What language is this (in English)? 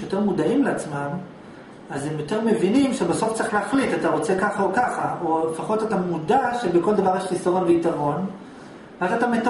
Hebrew